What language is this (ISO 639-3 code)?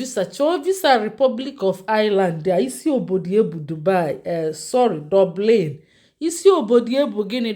ibo